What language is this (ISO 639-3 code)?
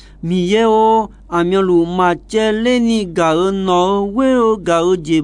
ahk